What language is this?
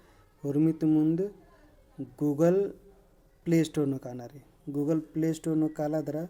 Kurukh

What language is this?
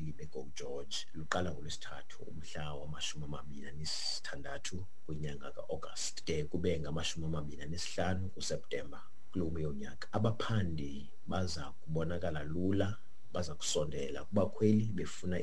Xhosa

